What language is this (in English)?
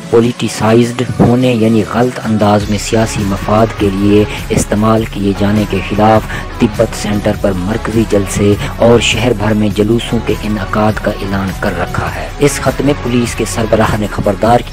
Urdu